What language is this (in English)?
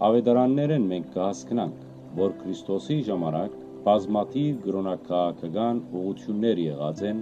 Western Armenian